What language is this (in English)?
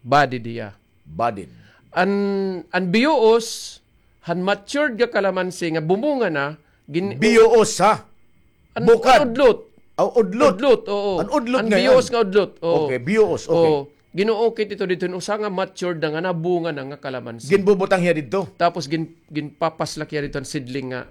Waray